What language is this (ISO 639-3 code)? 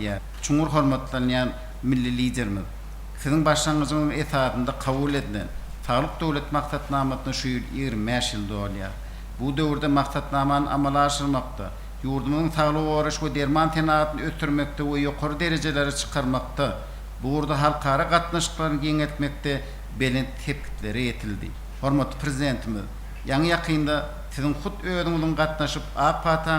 tuk